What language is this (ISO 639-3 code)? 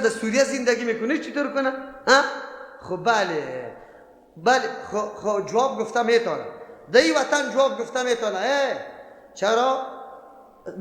fas